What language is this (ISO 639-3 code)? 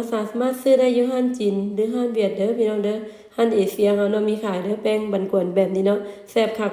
lao